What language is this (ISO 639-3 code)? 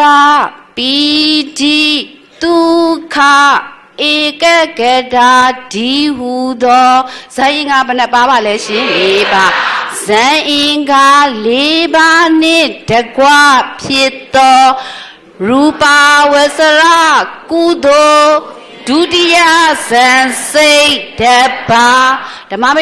mya